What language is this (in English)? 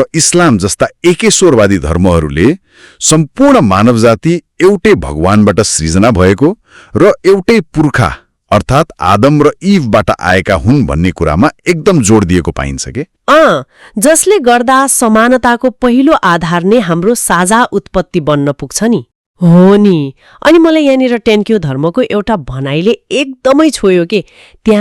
Nepali